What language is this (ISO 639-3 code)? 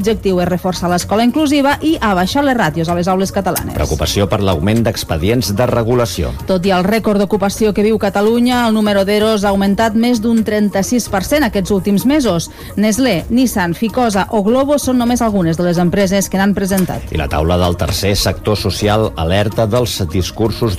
cat